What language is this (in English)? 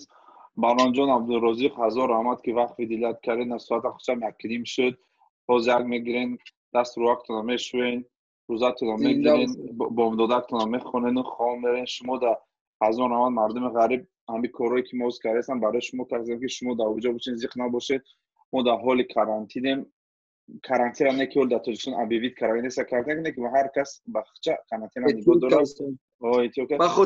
Tajik